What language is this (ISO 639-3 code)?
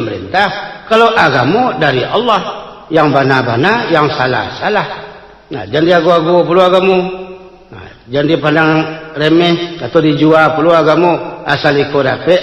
min